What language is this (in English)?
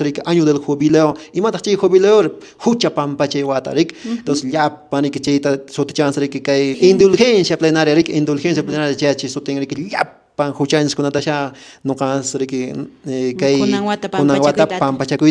Quechua